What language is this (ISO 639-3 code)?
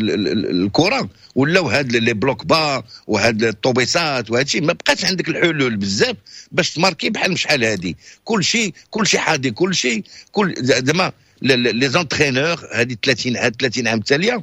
ary